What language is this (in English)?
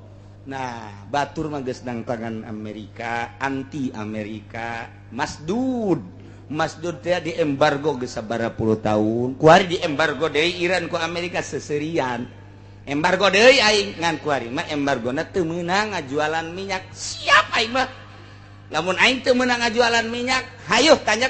Sundanese